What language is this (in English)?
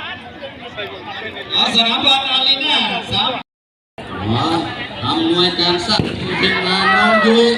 Lao